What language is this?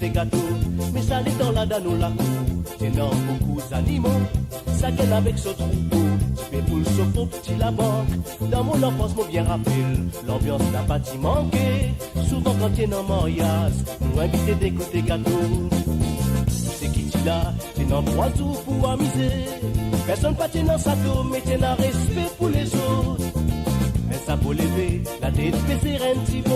Morisyen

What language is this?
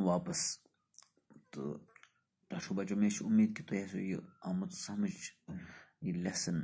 Kashmiri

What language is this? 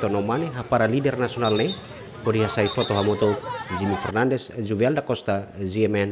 Tetum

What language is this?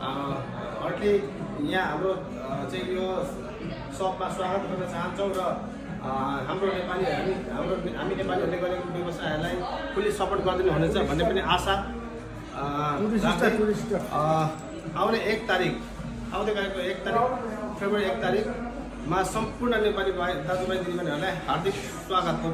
Nepali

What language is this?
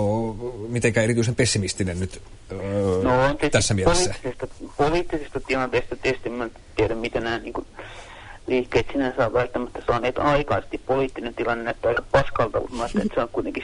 Finnish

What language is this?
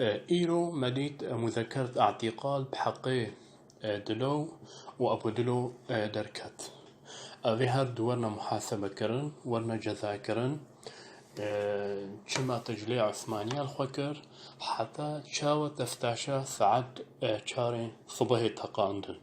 Kurdish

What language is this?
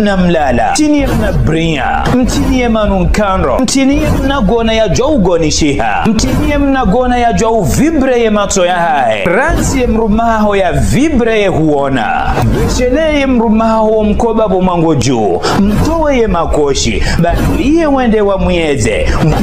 Ngazidja Comorian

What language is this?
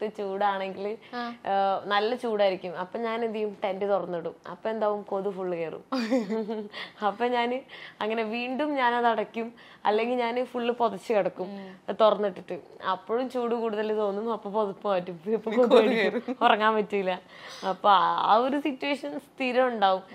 Malayalam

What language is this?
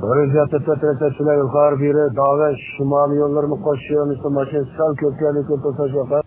Uyghur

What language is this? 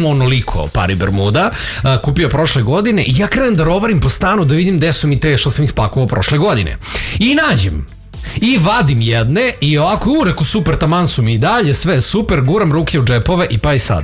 Serbian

